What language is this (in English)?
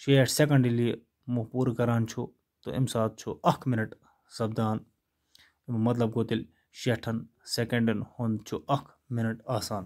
Kashmiri